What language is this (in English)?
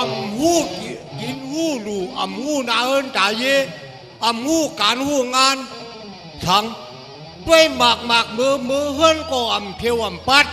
Shan